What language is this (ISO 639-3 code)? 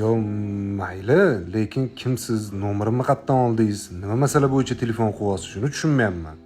uzb